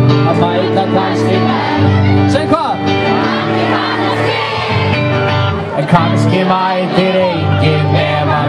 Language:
Icelandic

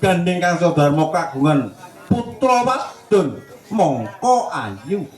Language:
Javanese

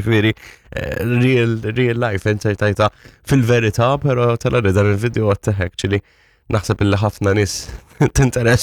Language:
Maltese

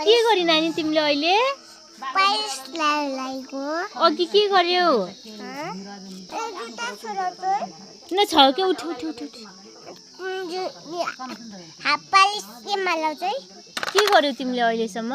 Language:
Nepali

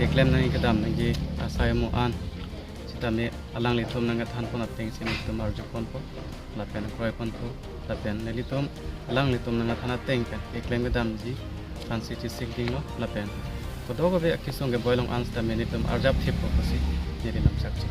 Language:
Karbi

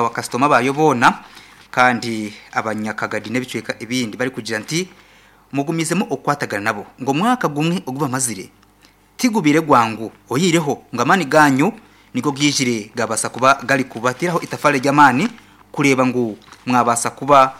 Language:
Nyankole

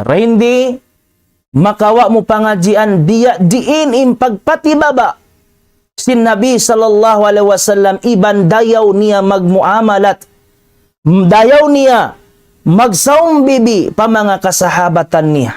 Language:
Tausug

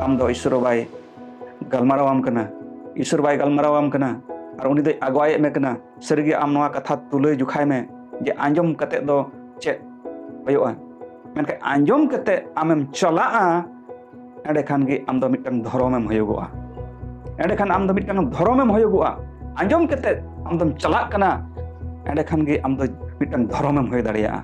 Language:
Santali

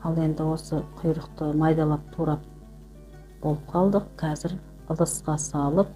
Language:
Kazakh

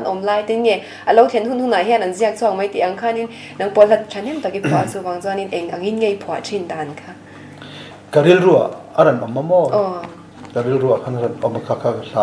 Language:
Mizo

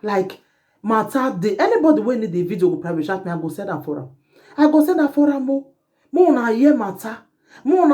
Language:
Nigerian Pidgin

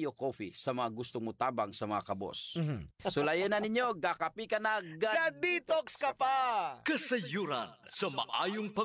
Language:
Cebuano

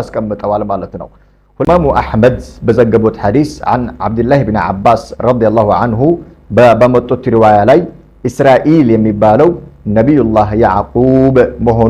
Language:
Amharic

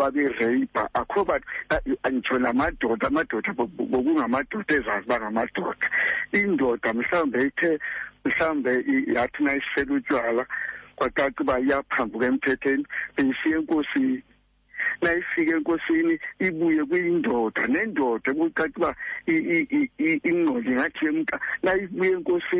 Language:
Xhosa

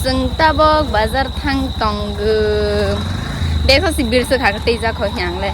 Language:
Kok Borok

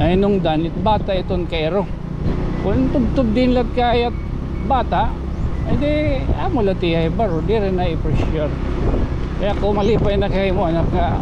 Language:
Waray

